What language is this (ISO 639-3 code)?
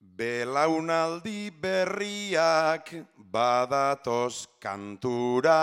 eus